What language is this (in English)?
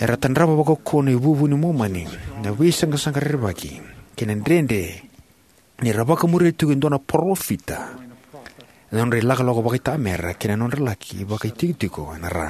Fijian